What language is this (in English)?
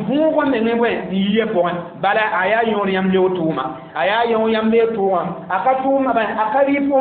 Mossi